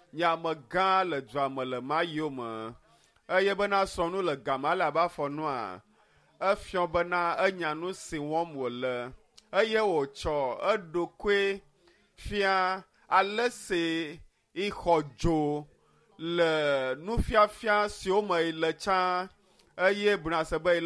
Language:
Ewe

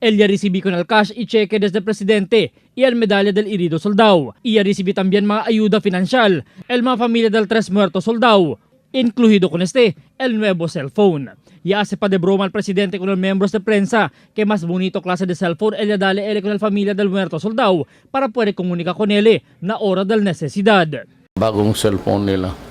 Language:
Chavacano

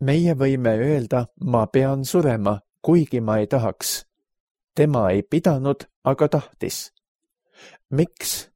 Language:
Estonian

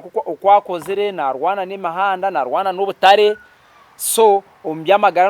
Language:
Nyankole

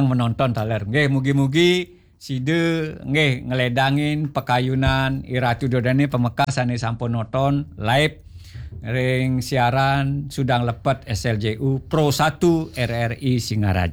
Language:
Balinese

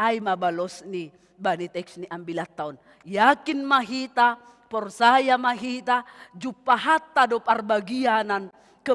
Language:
Batak Simalungun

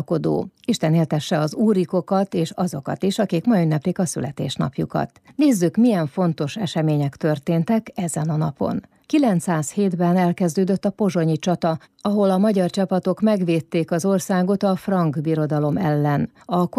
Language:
Hungarian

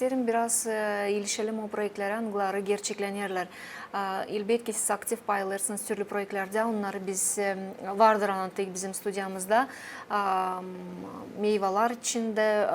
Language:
Gagauz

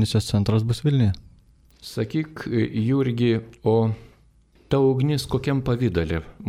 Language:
Lithuanian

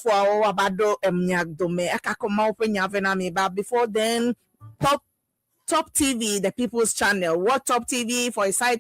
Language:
Ewe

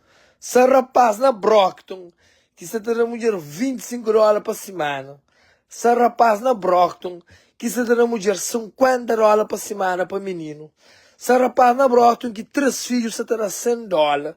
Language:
Kabuverdianu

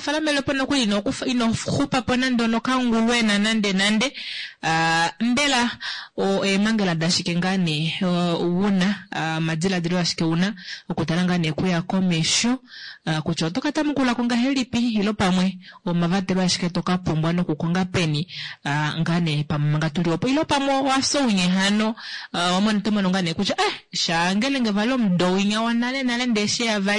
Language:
Kuanyama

